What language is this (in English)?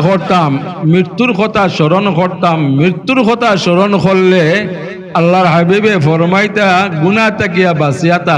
Sylheti